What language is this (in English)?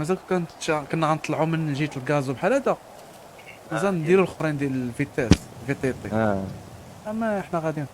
Moroccan Arabic